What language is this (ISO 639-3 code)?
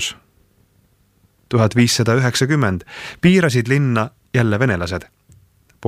est